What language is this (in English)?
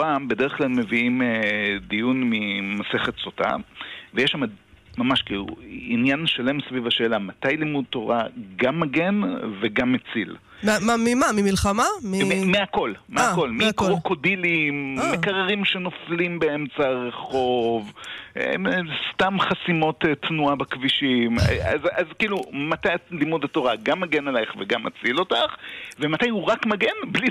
Hebrew